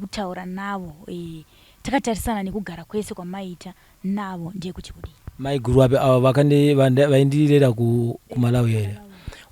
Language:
Shona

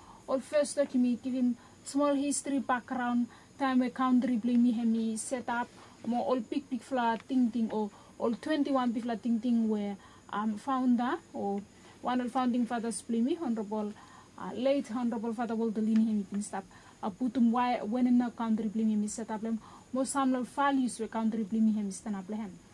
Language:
Bislama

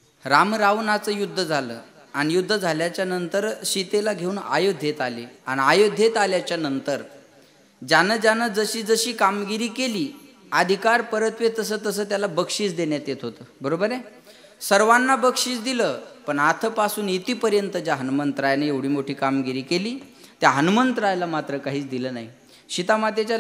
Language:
Marathi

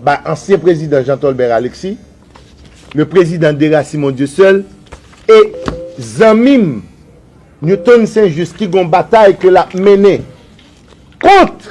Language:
Haitian Creole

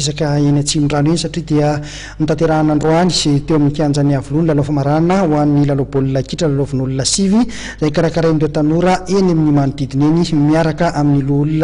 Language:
Malagasy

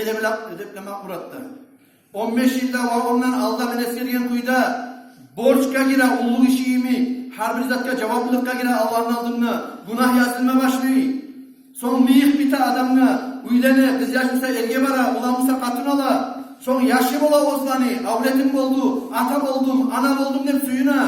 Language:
Kumyk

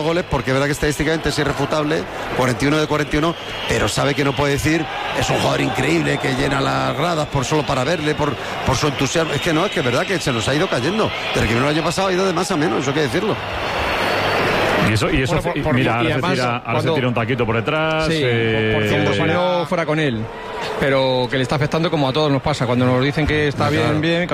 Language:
Spanish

